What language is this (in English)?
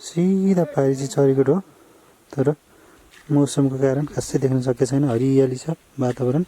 Nepali